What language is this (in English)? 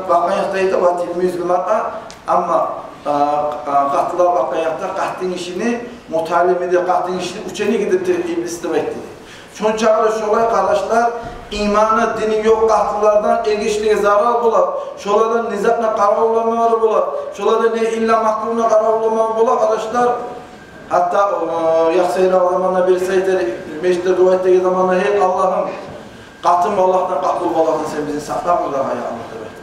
Kumyk